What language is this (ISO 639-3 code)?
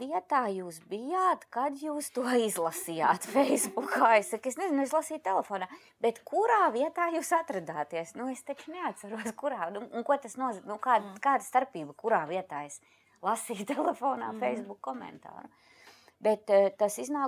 lav